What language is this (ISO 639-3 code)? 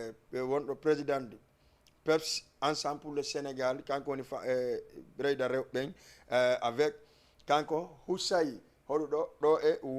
ful